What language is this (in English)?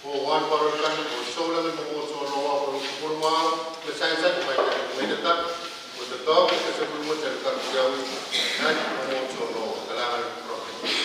Pohnpeian